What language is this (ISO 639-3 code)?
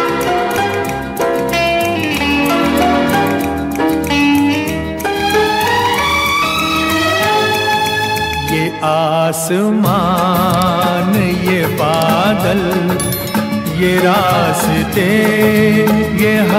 hin